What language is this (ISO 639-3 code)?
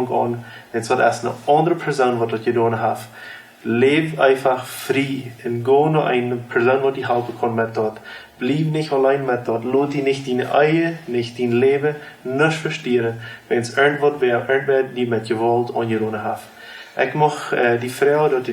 pdt